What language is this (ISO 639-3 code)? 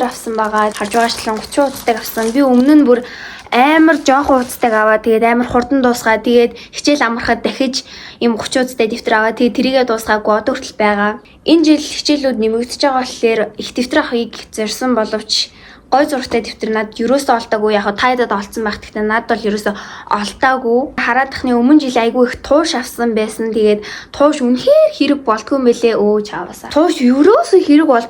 mon